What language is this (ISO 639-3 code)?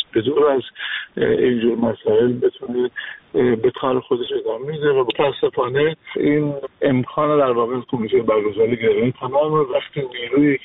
fas